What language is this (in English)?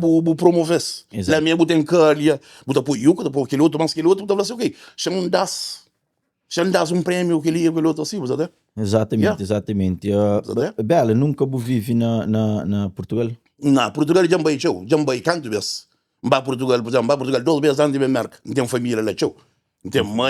Kabuverdianu